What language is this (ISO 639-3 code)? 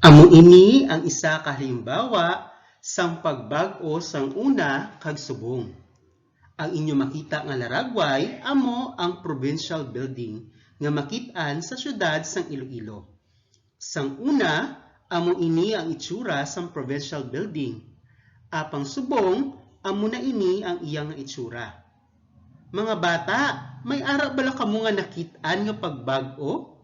hil